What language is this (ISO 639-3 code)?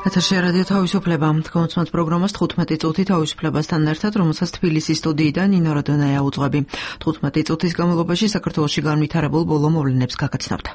kat